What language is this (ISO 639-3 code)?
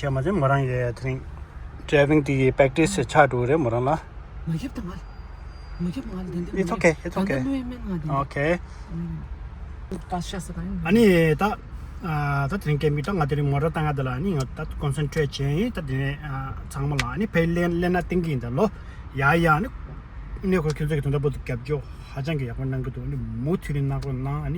bod